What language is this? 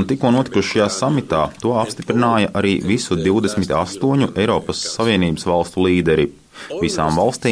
Latvian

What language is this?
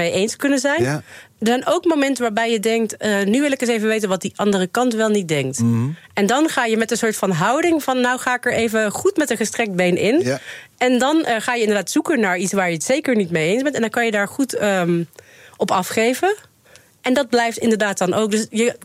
Dutch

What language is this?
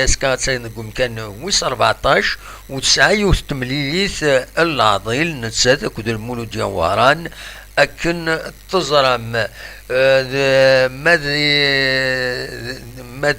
Kabyle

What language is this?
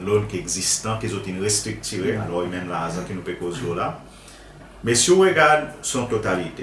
Seselwa Creole French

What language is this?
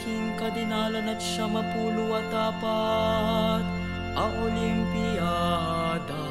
Pampanga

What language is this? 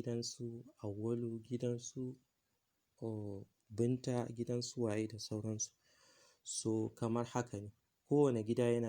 Hausa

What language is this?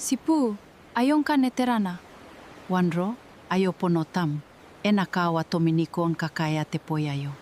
Gilbertese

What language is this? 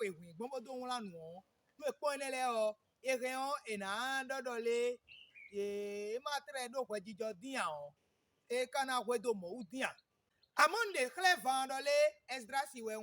Fon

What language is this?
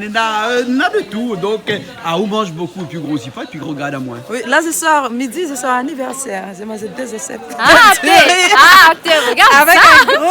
Réunion Creole French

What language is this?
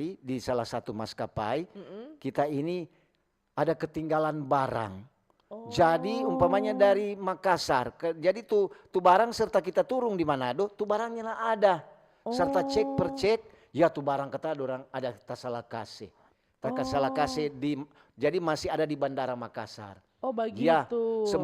Manado Malay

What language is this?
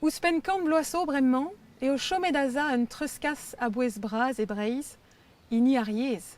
Breton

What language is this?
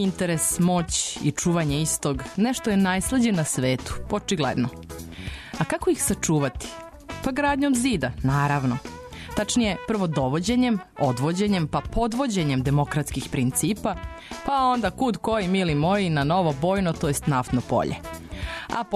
Serbian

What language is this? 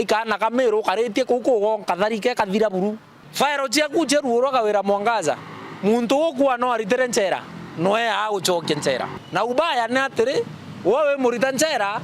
Meru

